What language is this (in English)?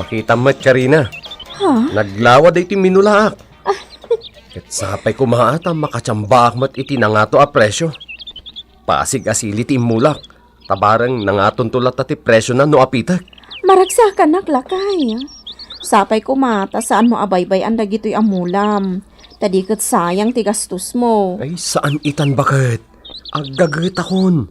Iloko